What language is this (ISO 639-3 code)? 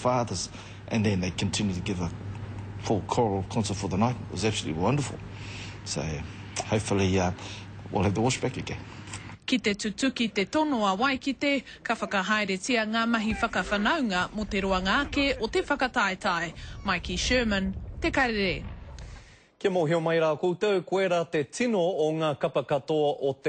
mri